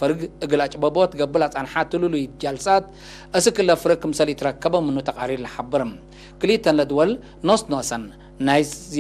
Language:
Tigre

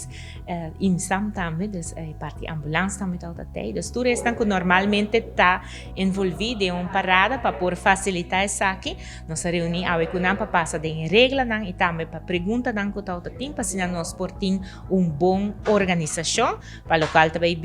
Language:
Papiamento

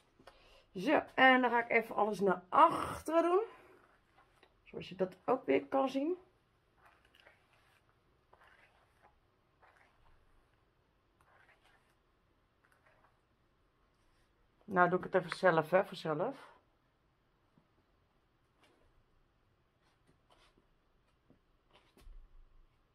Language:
Dutch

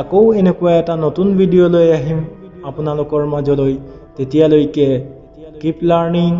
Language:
Assamese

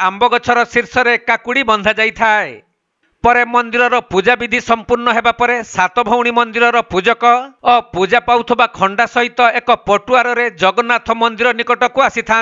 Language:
Odia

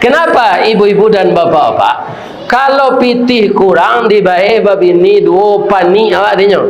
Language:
Minangkabau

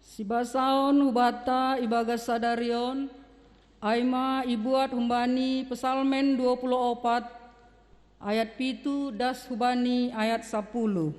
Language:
Batak Simalungun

